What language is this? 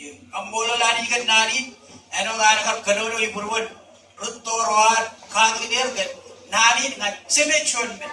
Marshallese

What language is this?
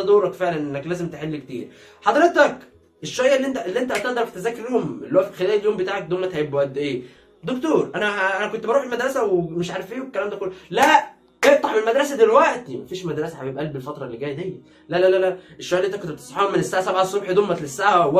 Egyptian Arabic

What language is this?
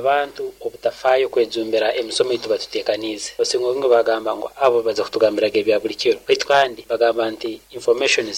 Nyoro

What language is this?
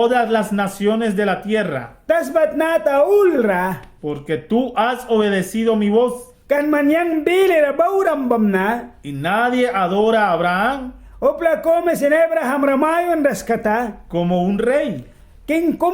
Mískito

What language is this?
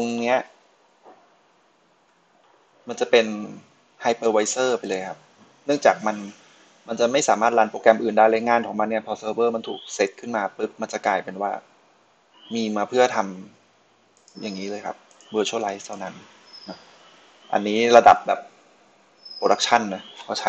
Thai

